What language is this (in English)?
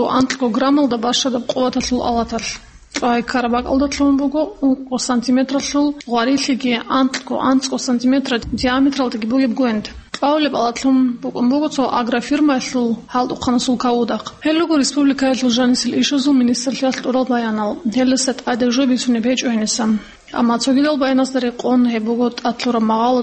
Avaric